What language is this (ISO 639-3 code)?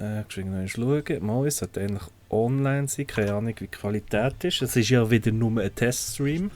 gsw